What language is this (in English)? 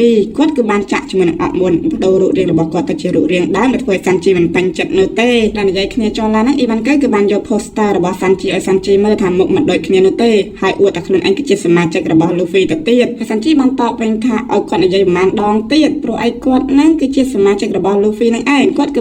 Khmer